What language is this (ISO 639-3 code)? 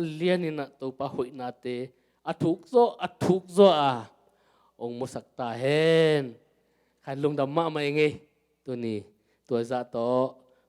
ctd